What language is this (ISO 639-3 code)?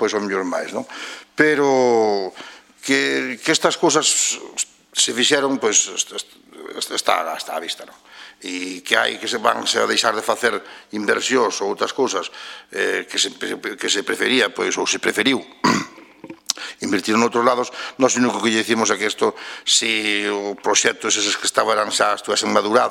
glg